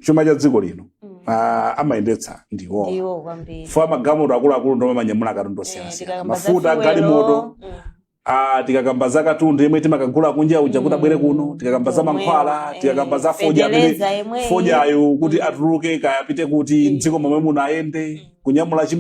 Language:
Nyanja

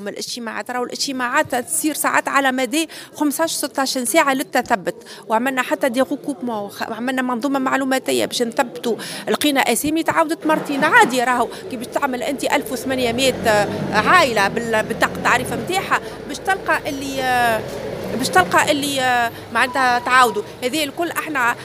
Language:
Tunisian Arabic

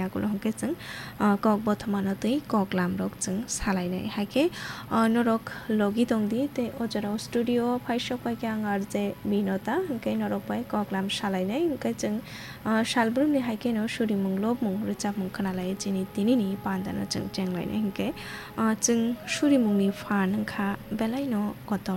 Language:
Kok Borok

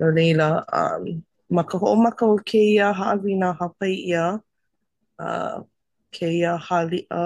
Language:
Hawaiian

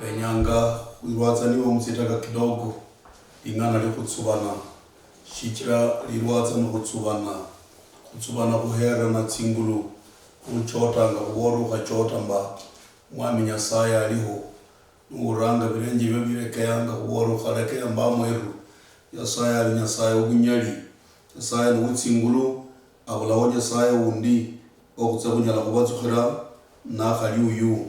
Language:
Luyia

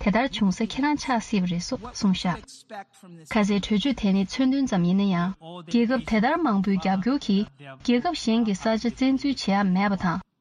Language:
Tibetan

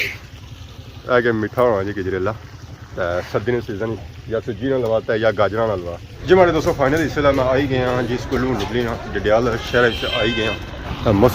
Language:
Pahari-Potwari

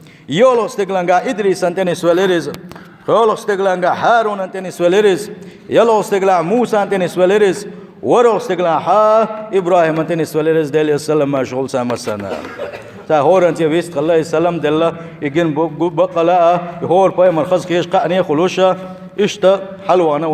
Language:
Chechen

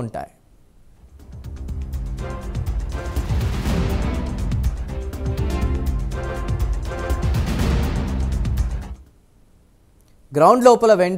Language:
Telugu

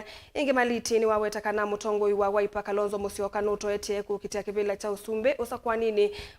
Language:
Kamba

